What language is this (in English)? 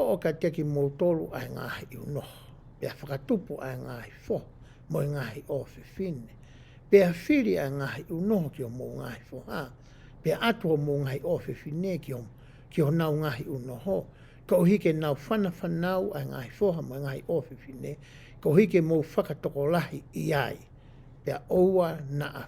Tongan